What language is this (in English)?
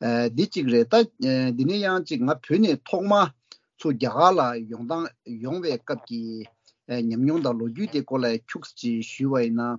Tibetan